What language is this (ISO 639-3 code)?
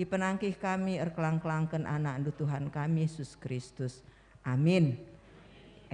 btx